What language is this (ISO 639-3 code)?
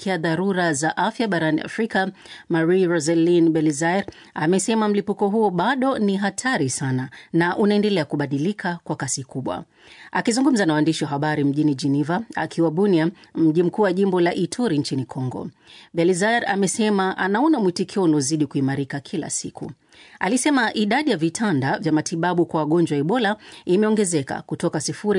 swa